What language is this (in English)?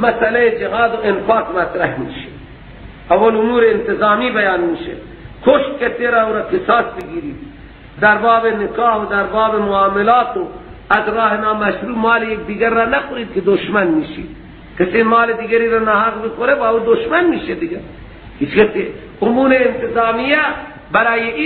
Persian